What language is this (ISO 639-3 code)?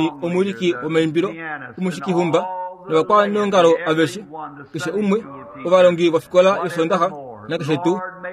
kua